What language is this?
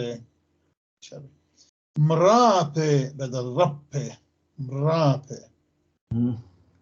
North Levantine Arabic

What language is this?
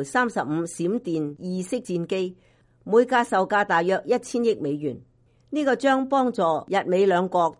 Cantonese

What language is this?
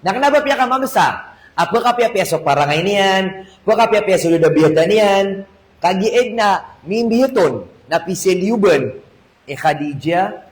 Maranao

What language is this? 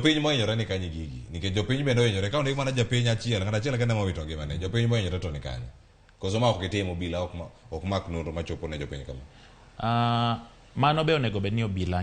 Luo (Kenya and Tanzania)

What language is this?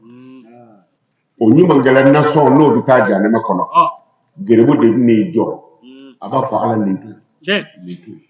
Bambara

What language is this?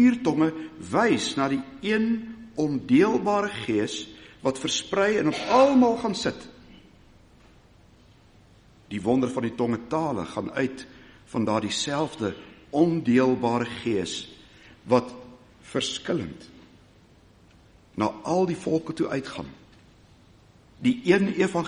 Afrikaans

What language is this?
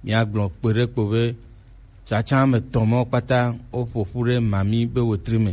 Gen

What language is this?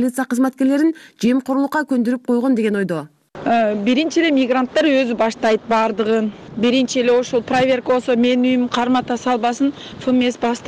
Kyrgyz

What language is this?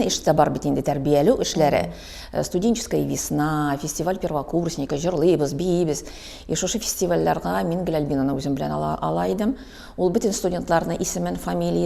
Tatar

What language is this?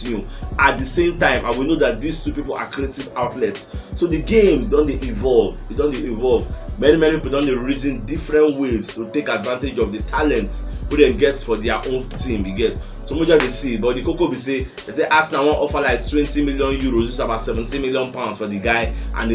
Nigerian Pidgin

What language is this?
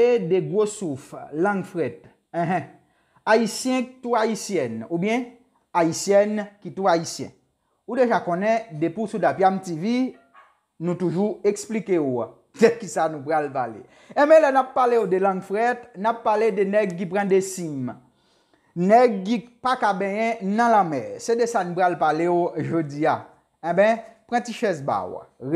Haitian Creole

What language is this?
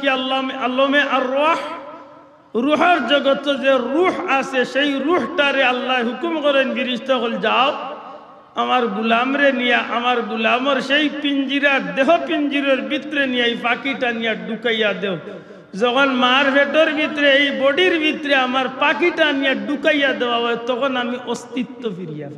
Sylheti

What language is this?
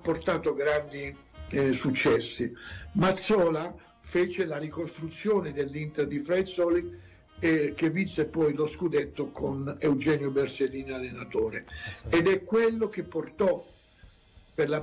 Italian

